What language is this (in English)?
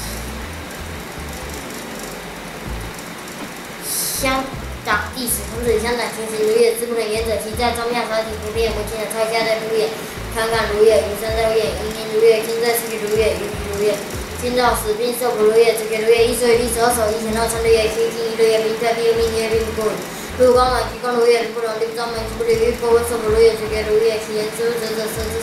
Literary Chinese